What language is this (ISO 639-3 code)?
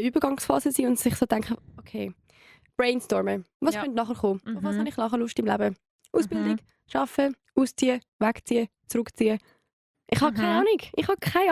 gsw